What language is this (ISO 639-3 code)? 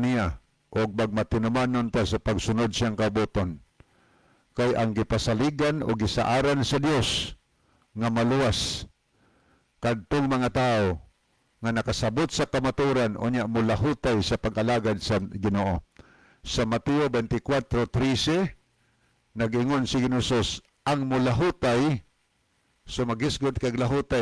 ceb